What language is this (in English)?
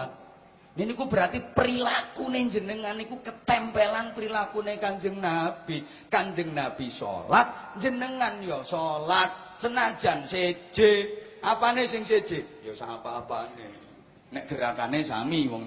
Javanese